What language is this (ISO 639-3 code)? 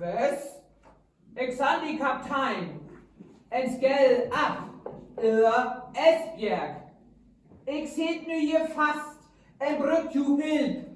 frr